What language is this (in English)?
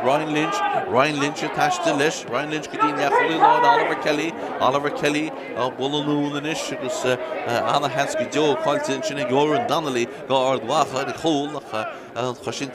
Irish